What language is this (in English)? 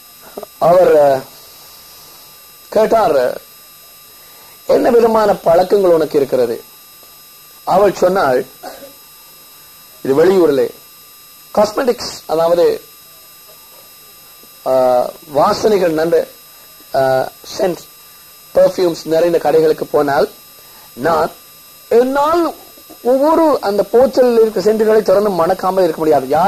Tamil